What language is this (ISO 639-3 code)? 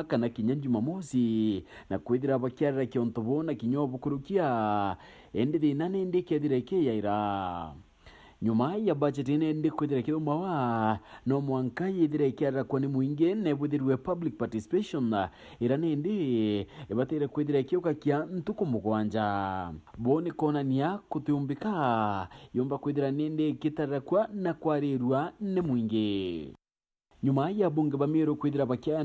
mer